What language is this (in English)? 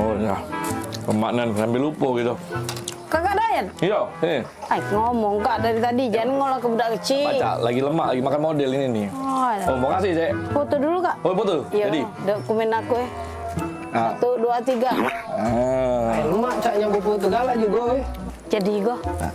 Musi